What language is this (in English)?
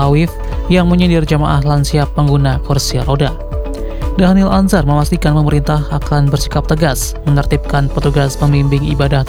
Indonesian